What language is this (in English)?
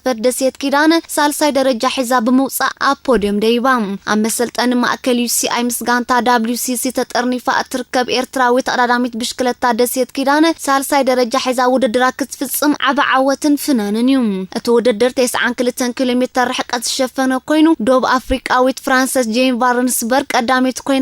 Tigrinya